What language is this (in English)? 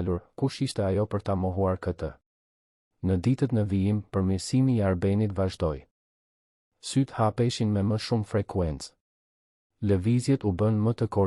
Albanian